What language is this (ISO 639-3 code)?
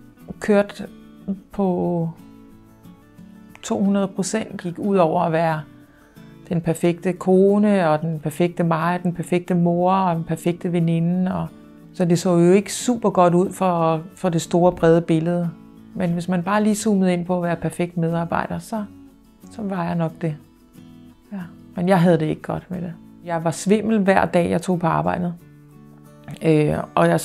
dan